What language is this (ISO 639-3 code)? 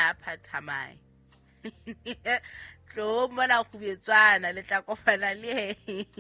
sot